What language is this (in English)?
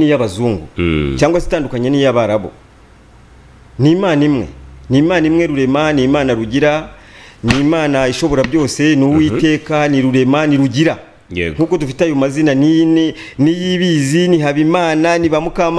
Kinyarwanda